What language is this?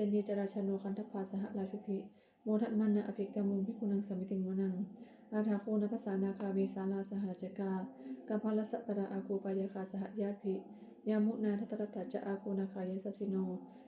Pali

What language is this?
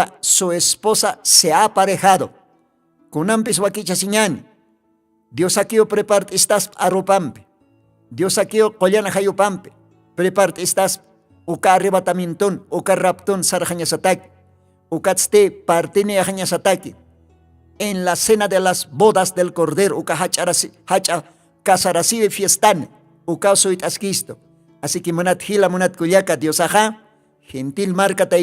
Aymara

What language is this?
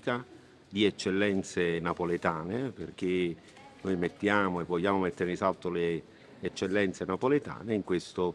Italian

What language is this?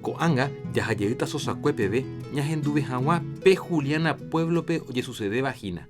Guarani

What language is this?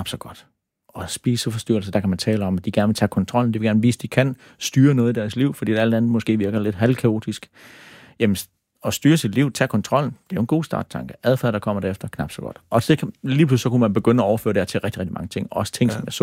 Danish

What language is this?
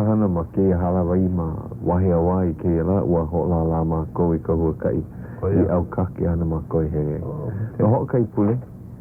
Hawaiian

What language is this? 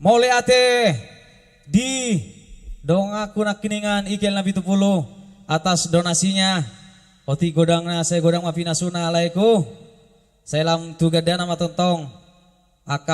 Batak Toba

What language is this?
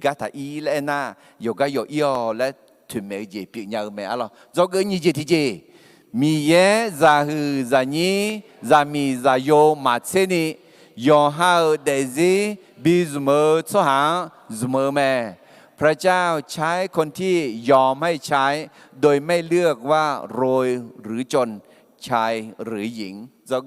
Akha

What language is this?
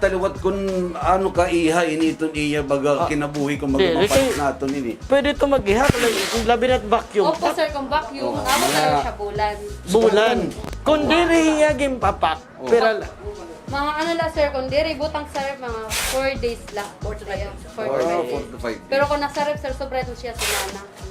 Waray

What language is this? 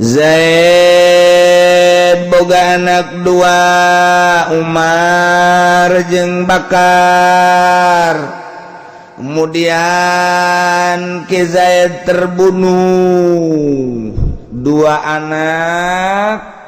Sundanese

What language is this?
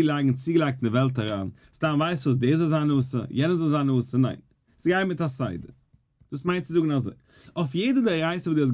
Yiddish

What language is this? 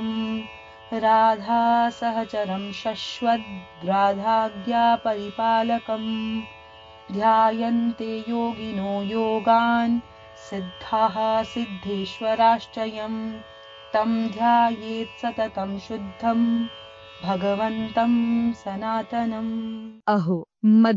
Sanskrit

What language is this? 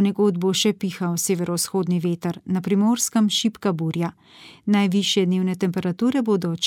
Slovenian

